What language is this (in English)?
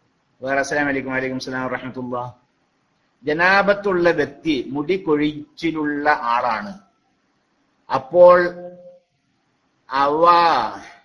Malayalam